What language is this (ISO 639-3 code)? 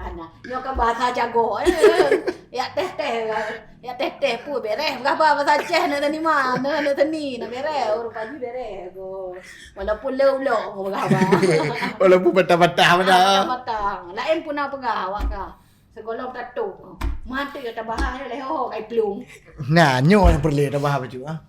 ace